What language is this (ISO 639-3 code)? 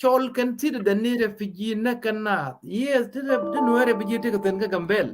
nus